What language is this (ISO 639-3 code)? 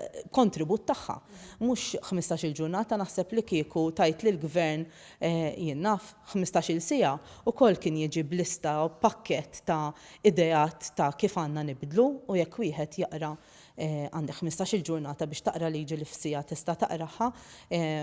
mlt